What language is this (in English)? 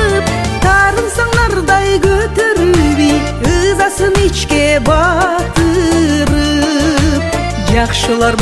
Kyrgyz